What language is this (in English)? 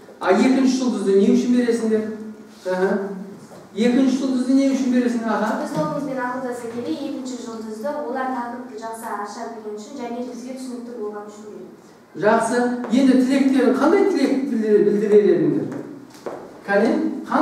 Kazakh